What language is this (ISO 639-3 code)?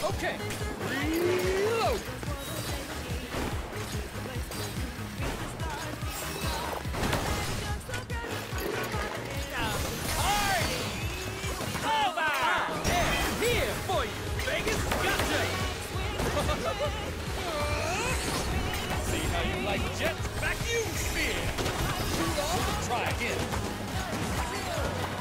eng